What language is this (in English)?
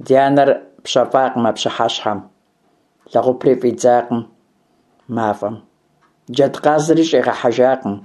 Kabardian